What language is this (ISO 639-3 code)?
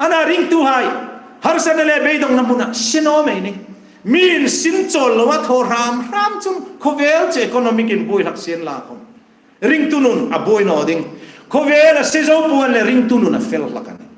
hmr